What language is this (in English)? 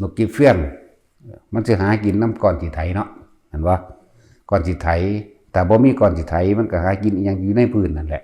Northeastern Thai